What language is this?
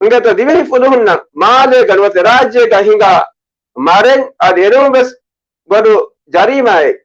Divehi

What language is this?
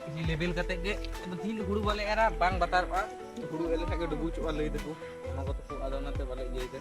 Santali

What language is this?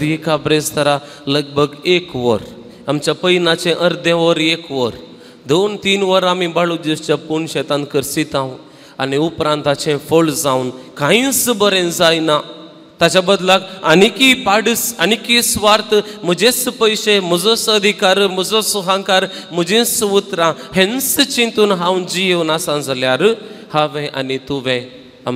Konkani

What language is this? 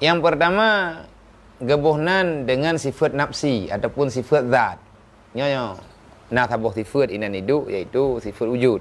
Achinese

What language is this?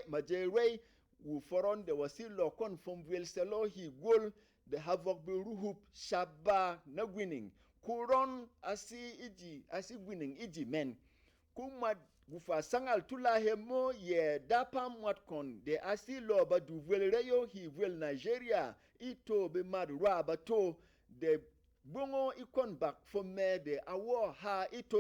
Berom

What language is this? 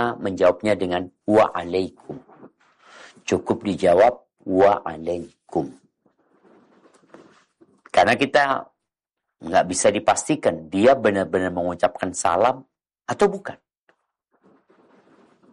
Indonesian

